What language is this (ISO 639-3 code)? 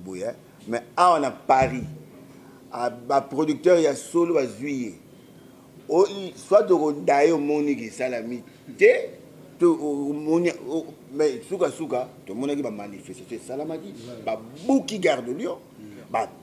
lin